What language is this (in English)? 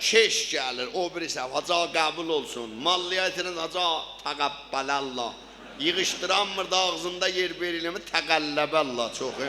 South Azerbaijani